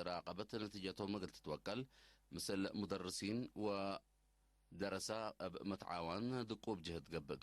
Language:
Tigre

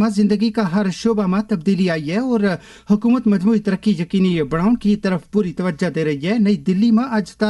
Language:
Gujari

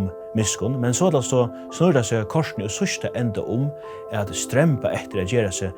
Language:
Faroese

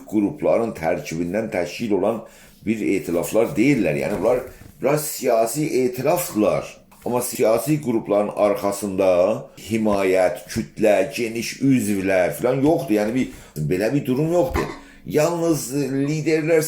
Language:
South Azerbaijani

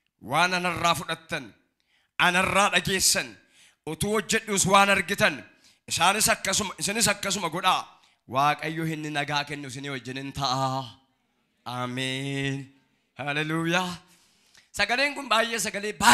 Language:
Oromo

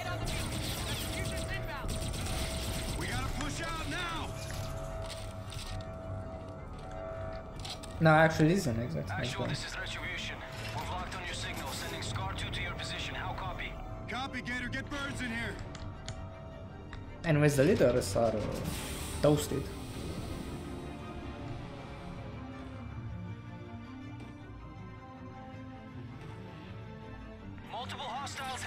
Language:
English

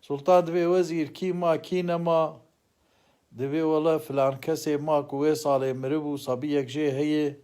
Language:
Kurdish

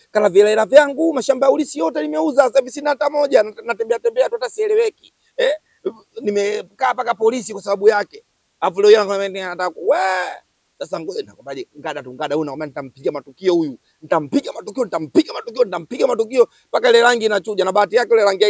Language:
Swahili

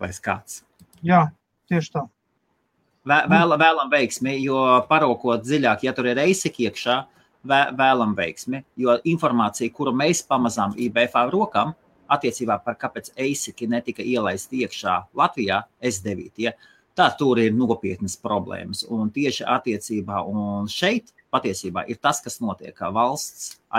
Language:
Latvian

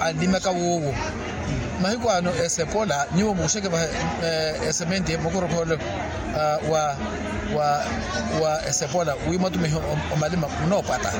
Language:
Makhuwa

